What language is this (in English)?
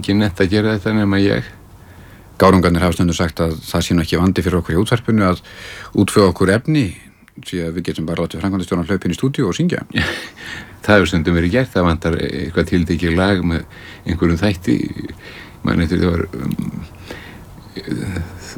Icelandic